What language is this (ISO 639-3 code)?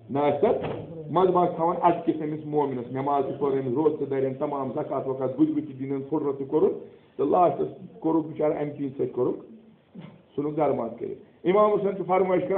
kas